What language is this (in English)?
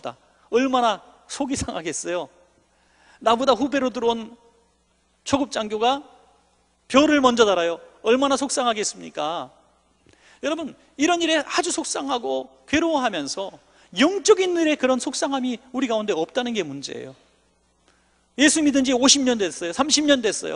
Korean